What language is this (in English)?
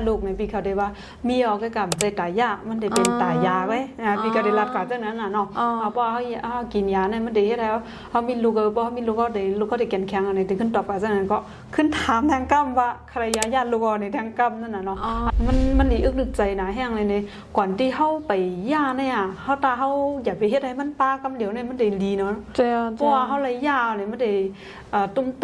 Shan